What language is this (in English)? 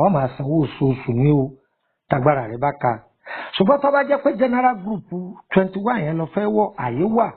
Yoruba